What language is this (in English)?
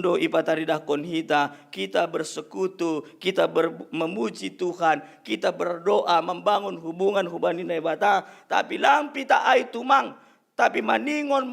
Batak Simalungun